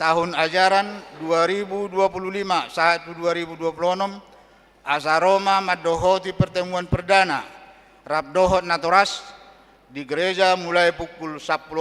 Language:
Batak Toba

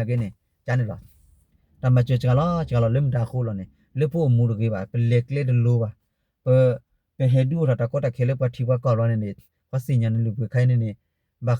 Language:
S'gaw Karen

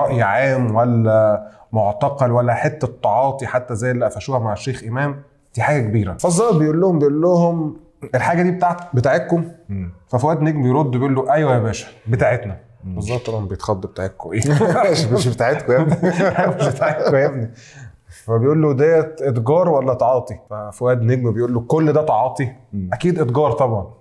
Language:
Egyptian Arabic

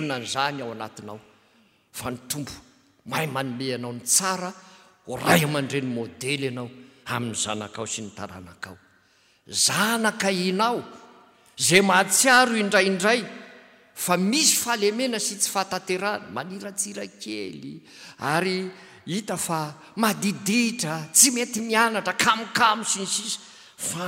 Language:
Malagasy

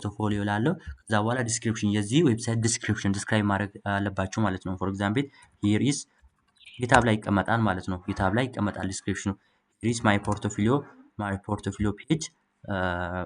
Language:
Amharic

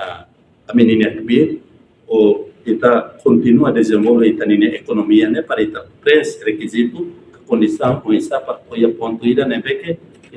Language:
Tetum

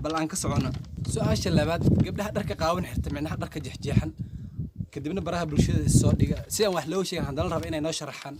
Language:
Somali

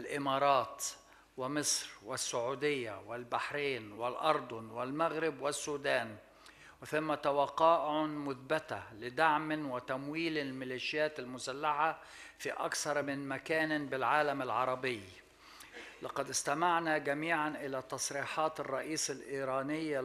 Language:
Arabic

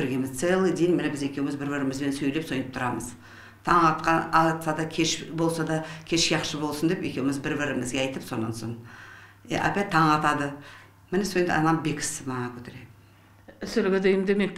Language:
Nogai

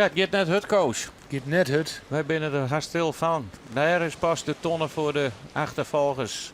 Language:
Western Frisian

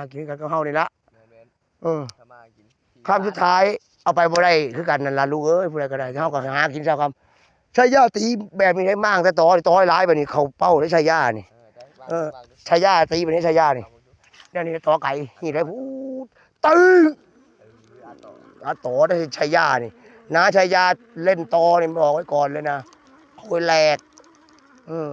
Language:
Northeastern Thai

